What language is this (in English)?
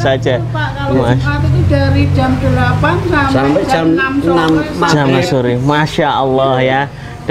Indonesian